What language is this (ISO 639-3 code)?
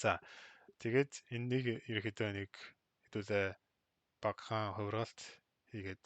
mon